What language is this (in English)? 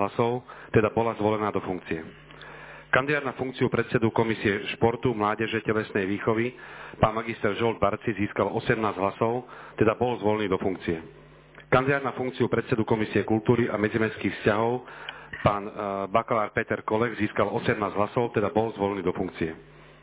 Slovak